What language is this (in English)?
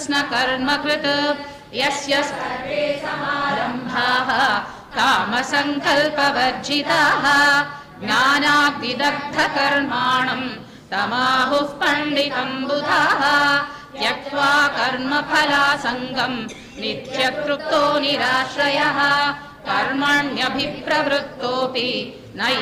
Sanskrit